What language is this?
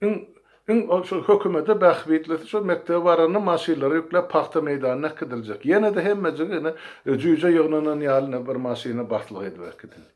Turkmen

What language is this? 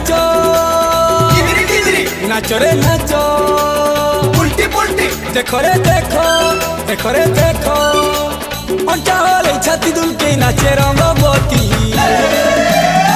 Sambalpuri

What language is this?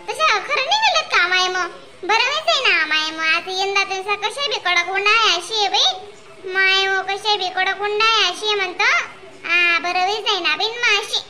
Khandesi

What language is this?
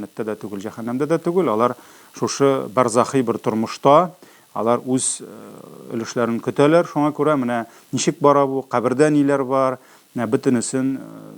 Tatar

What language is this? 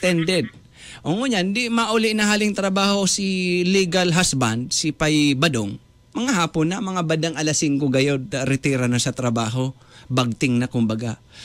Bikol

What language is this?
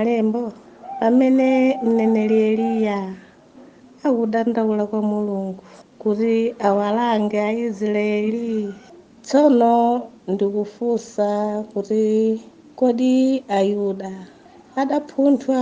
Nyanja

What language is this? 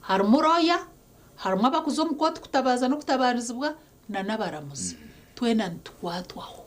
Nyankole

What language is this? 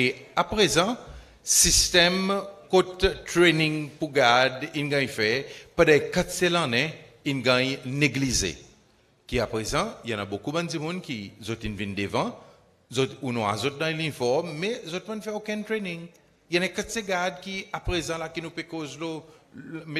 Seselwa Creole French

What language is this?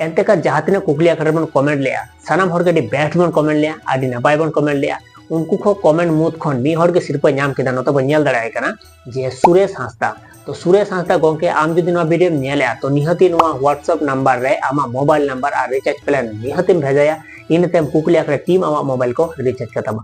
Santali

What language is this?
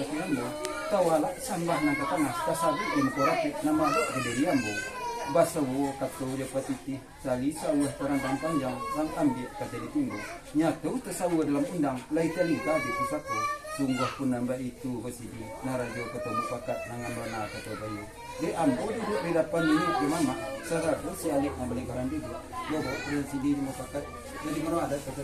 Minangkabau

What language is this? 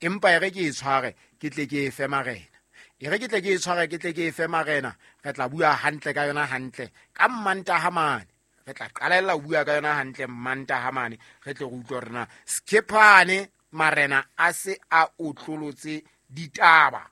Southern Sotho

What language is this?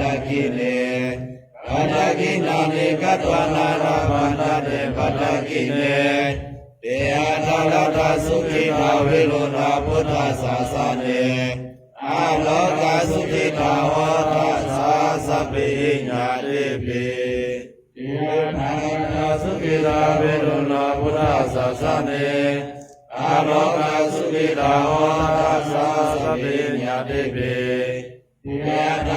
Pali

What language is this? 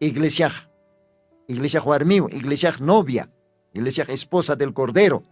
Aymara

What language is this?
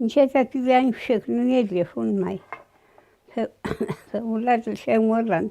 Mapuche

